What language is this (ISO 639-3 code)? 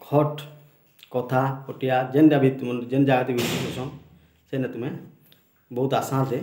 ori